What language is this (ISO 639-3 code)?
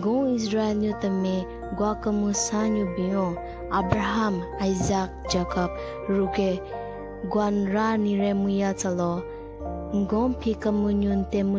nre